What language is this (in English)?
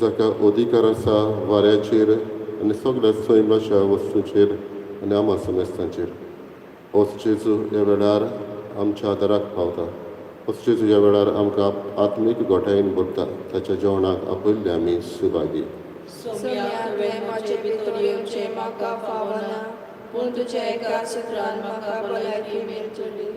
Konkani